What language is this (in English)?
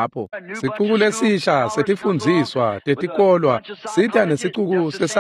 Swati